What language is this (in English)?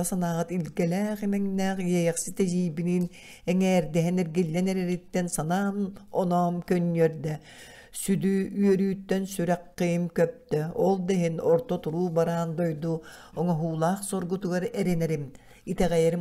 Yakut